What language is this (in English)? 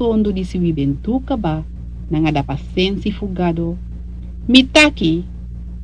Sranan Tongo